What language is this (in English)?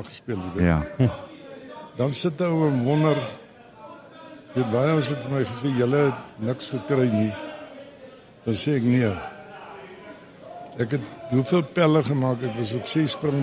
Afrikaans